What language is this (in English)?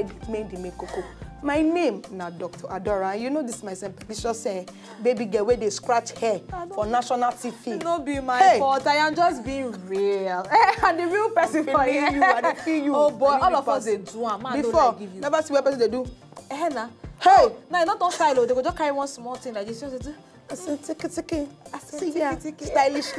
Nigerian Pidgin